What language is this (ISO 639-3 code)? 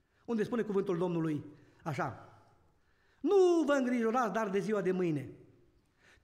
ron